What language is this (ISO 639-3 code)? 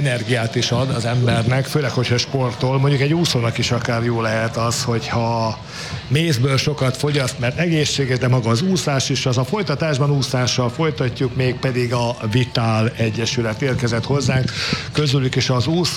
hun